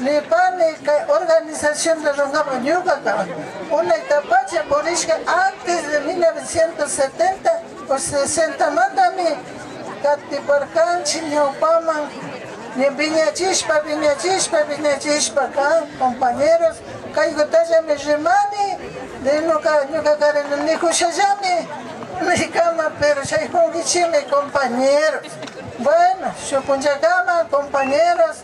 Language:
Imbabura Highland Quichua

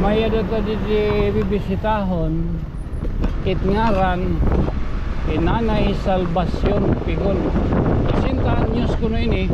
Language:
Waray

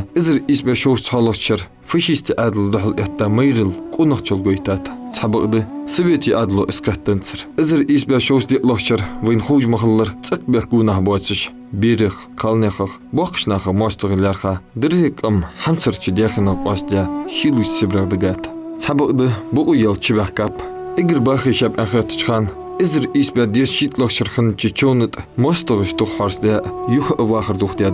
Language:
Ingush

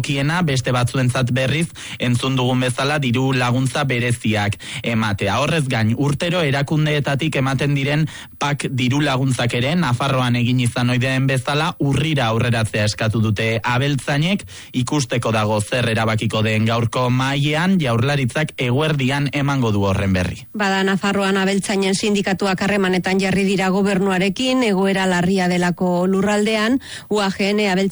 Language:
Basque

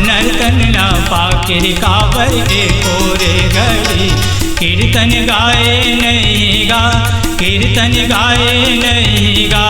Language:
Chhattisgarhi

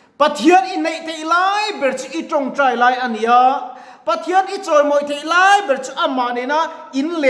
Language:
Mizo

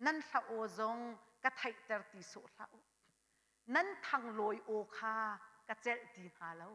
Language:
Hakha Chin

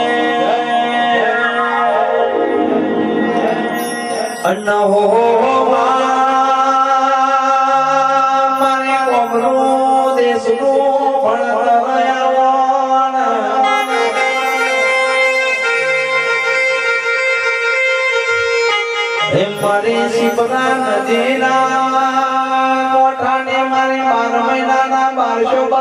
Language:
Gujarati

